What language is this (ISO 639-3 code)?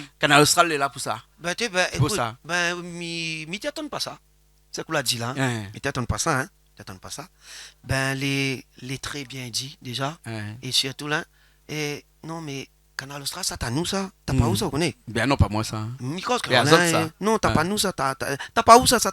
rcf